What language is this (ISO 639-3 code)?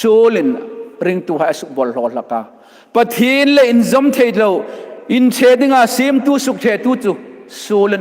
hmr